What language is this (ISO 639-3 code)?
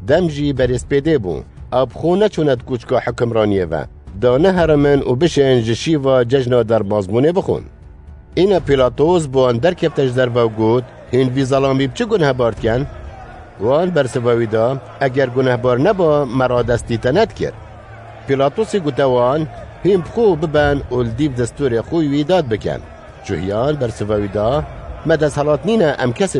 kur